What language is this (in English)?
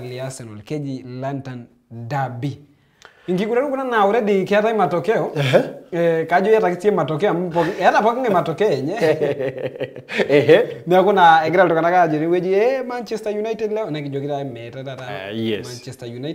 Masai